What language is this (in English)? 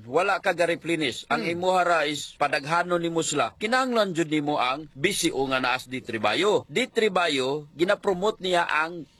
Cebuano